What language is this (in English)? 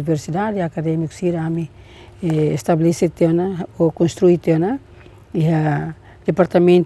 Tetum